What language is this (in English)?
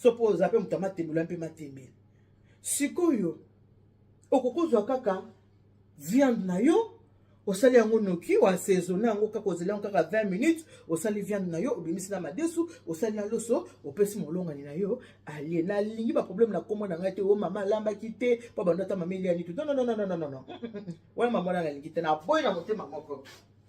Lingala